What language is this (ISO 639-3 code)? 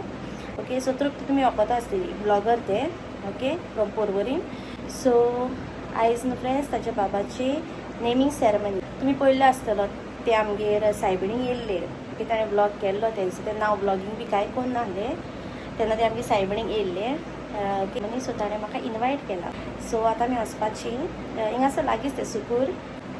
kok